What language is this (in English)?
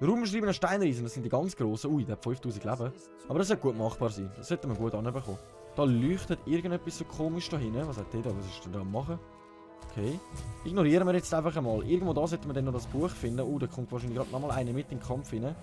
Swiss German